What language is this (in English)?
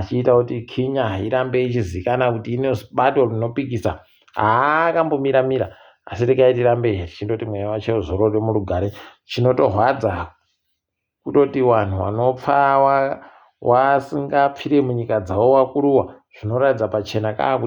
Ndau